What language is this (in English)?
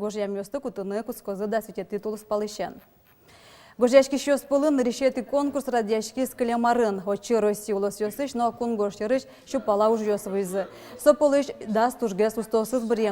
Udmurt